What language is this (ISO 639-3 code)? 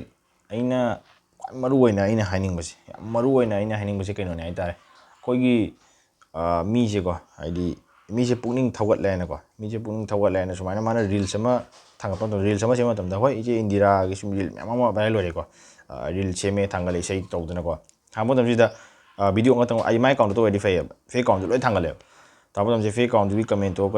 mni